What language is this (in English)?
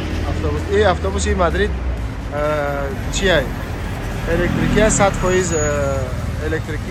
Tajik